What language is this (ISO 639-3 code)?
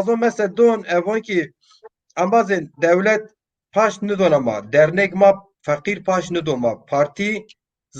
zza